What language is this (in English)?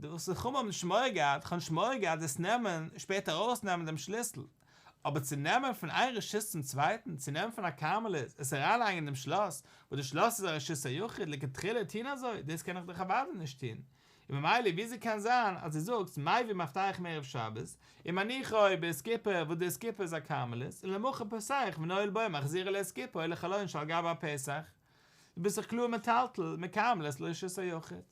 Yiddish